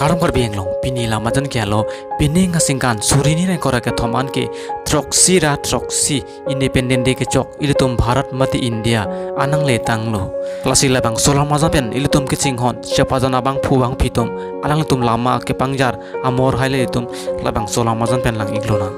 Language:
Karbi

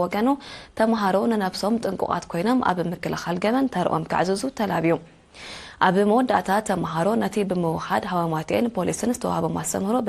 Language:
Tigrinya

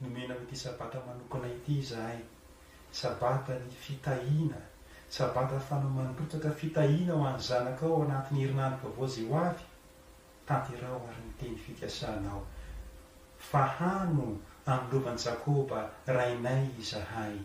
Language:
Malagasy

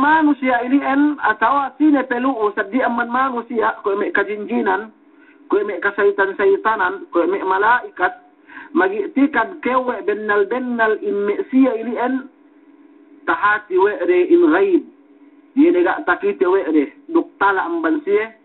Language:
Yakan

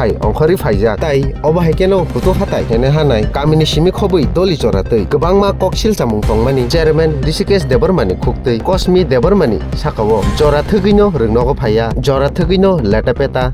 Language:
Kok Borok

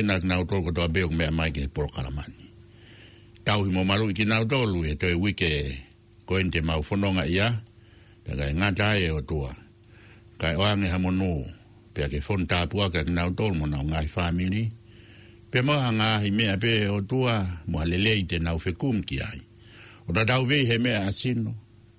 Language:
Tongan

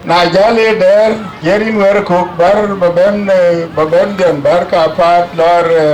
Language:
Dinka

